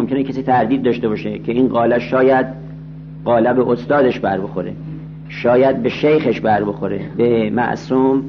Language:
Persian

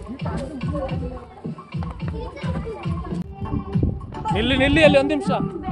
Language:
Kannada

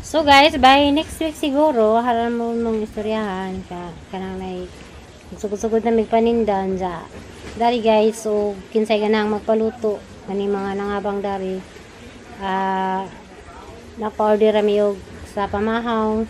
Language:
Cebuano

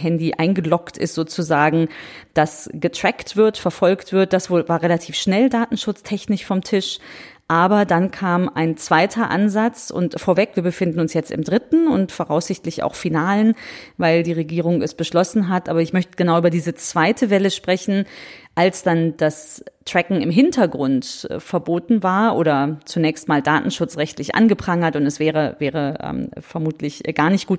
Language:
German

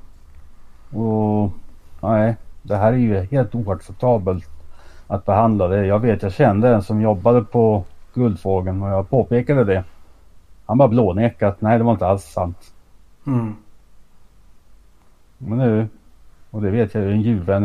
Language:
Swedish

